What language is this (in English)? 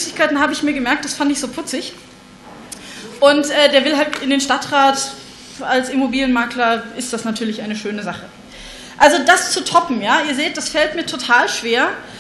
German